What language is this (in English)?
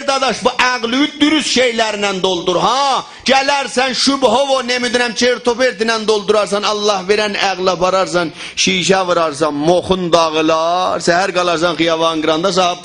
South Azerbaijani